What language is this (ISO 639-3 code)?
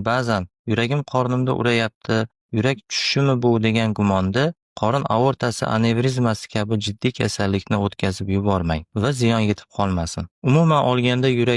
uzb